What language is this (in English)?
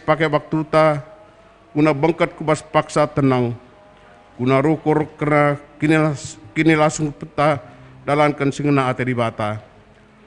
Batak Karo